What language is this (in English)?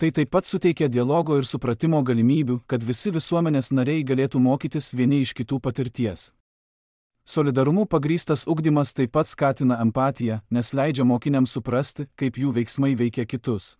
Lithuanian